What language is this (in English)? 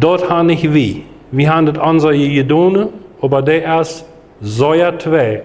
Plautdietsch